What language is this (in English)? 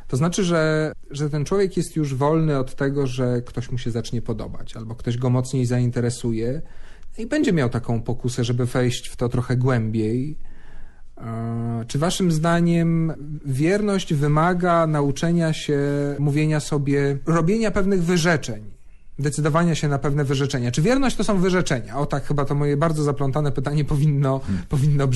Polish